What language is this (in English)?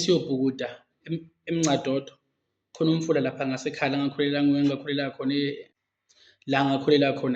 Zulu